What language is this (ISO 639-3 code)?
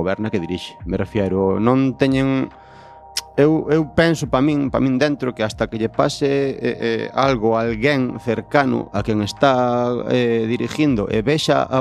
glg